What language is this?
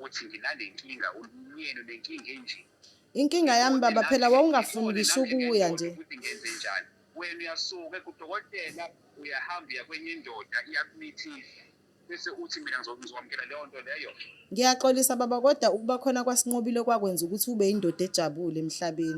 Zulu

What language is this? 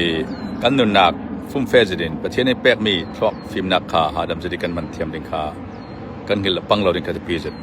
Falam Chin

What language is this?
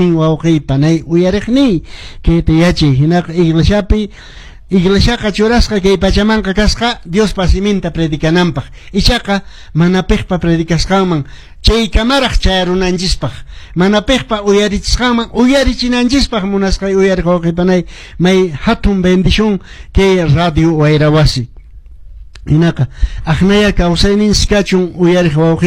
Quechua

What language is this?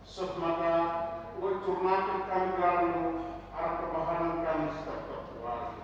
Batak Karo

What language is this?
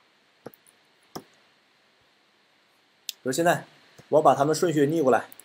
Chinese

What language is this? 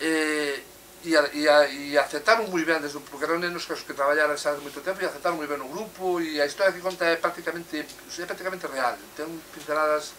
Galician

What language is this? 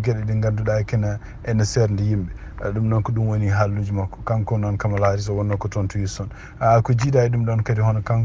Fula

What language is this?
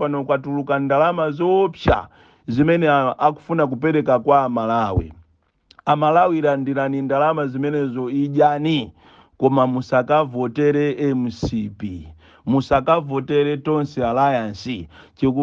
Nyanja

